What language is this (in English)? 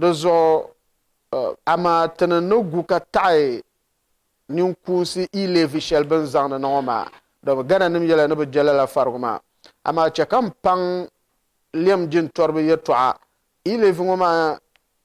Dagbani